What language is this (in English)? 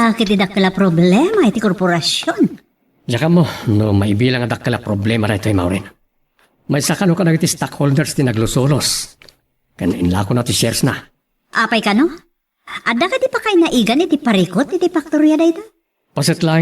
Iloko